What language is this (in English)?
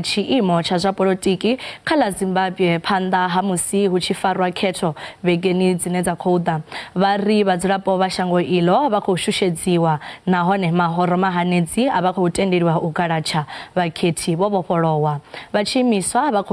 Venda